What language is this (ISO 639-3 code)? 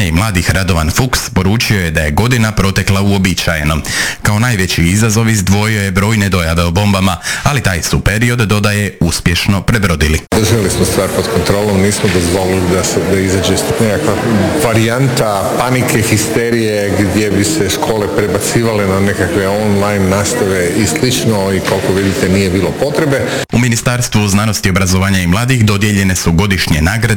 hrv